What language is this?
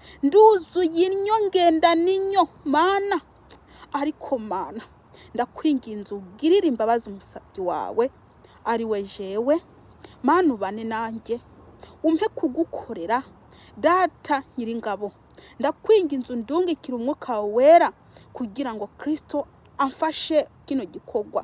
Kinyarwanda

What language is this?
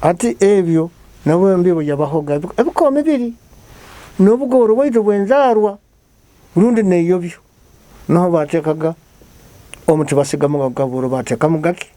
Nyoro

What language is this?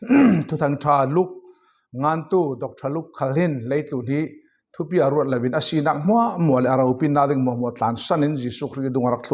Falam Chin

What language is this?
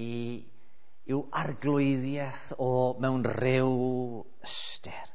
Welsh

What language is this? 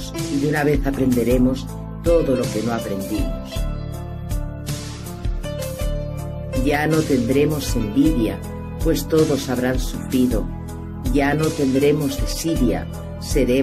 Spanish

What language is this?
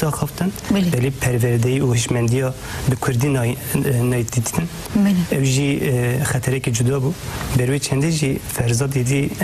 Kurdish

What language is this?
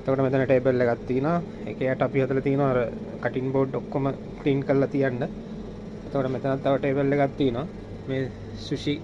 Sinhala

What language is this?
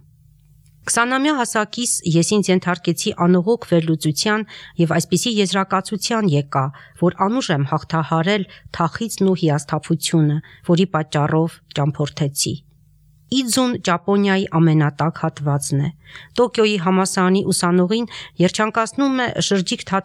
Armenian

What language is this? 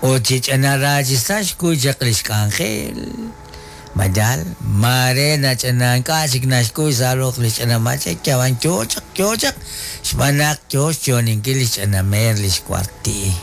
Kekchí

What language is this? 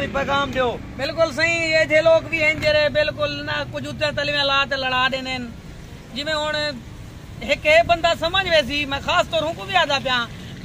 Saraiki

